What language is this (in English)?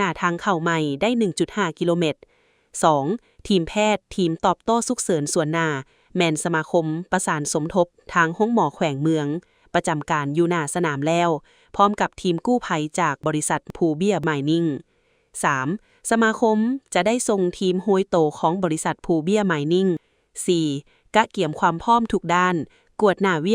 Lao